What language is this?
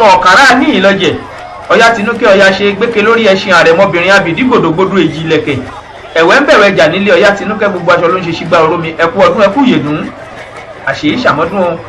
Yoruba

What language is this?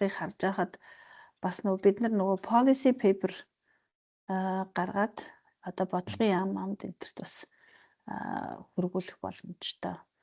Mongolian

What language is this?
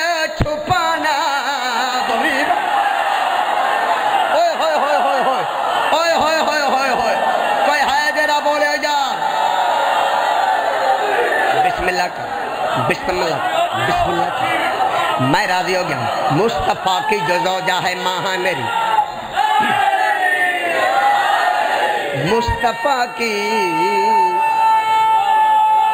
Urdu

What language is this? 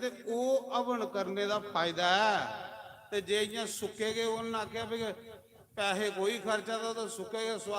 Dogri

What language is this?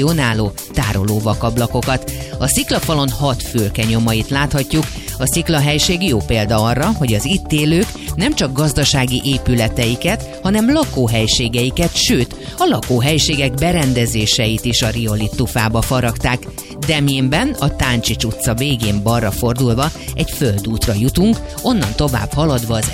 Hungarian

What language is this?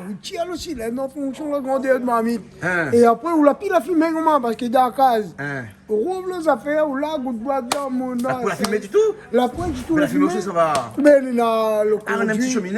Réunion Creole French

